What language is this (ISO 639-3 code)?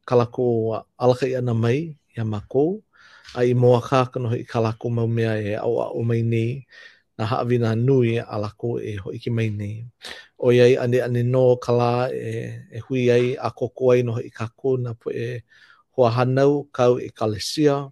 haw